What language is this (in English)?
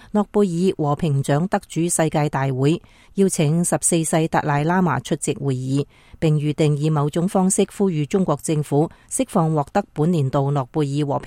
Cantonese